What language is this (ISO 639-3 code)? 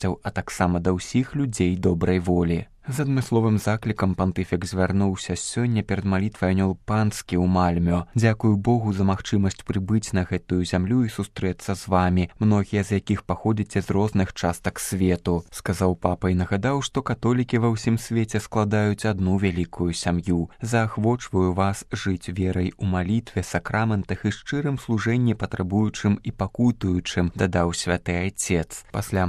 bel